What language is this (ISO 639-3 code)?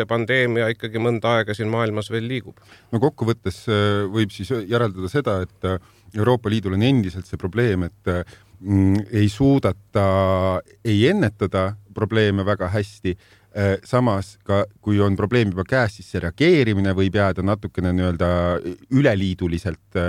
est